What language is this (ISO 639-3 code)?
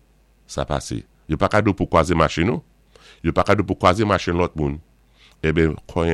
acf